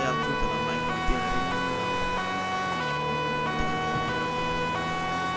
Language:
Dutch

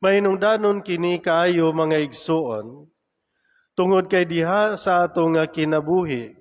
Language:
Cebuano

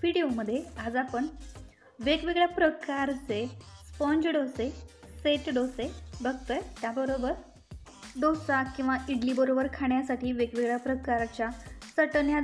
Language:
Marathi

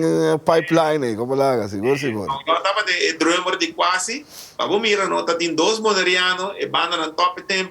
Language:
Papiamento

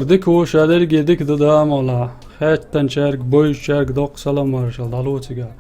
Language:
Chechen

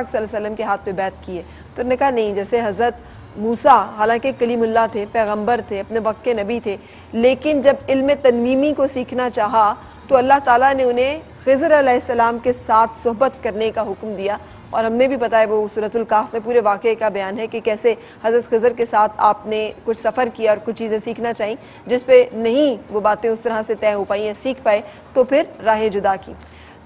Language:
Urdu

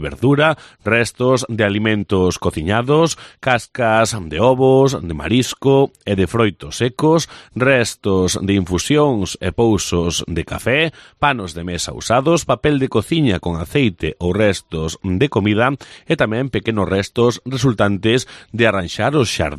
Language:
Galician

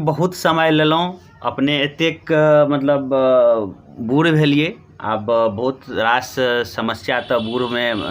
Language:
Maithili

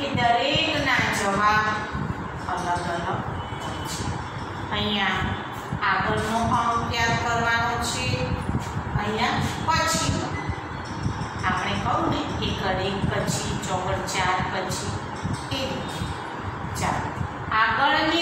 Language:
Gujarati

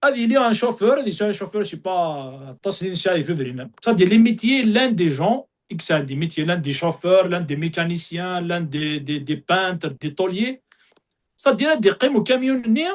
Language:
Kabyle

